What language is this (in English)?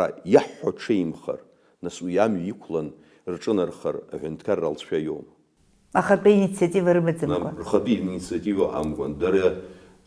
Abkhazian